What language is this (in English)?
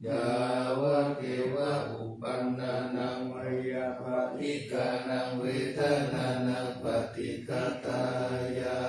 Pali